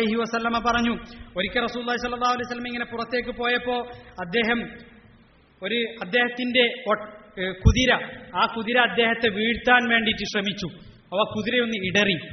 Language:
Malayalam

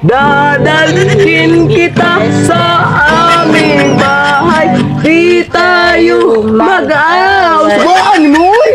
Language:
Cebuano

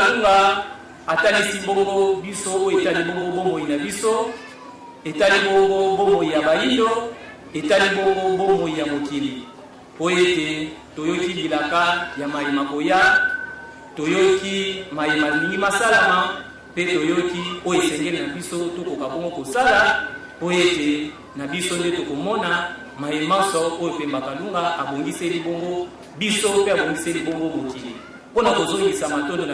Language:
Lingala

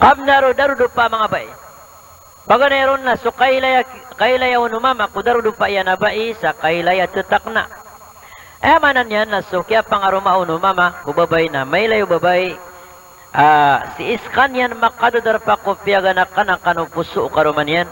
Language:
Maranao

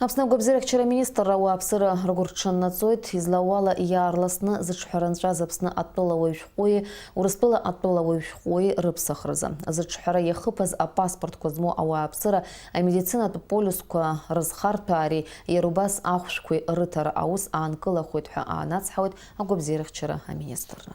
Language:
Abkhazian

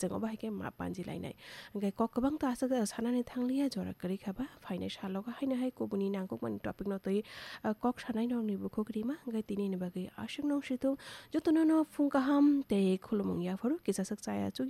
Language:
Kok Borok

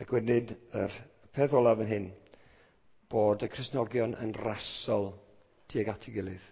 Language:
Welsh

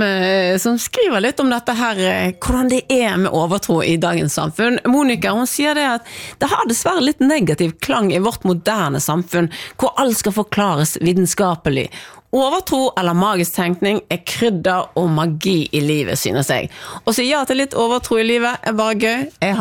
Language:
Norwegian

